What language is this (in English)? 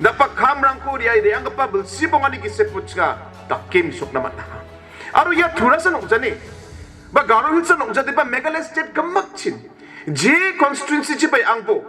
Garo